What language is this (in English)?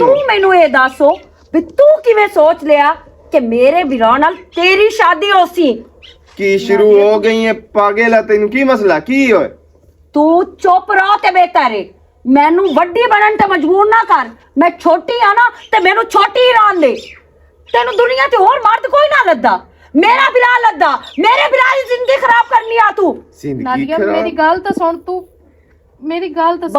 Western Panjabi